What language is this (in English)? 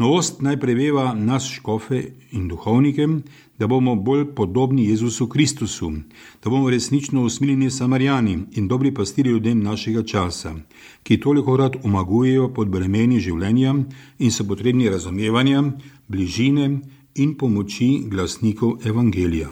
Slovenian